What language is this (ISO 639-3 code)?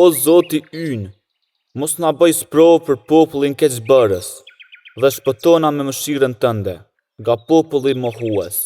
sqi